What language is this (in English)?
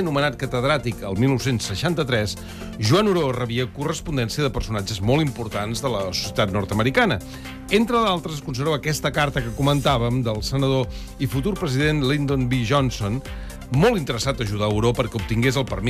Catalan